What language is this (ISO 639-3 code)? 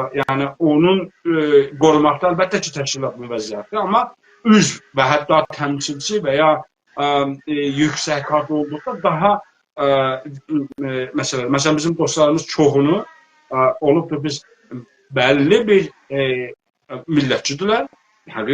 azb